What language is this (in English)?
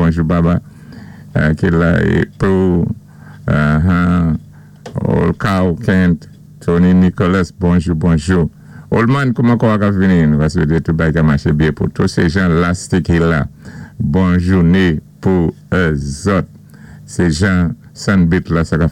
Saint Lucian Creole French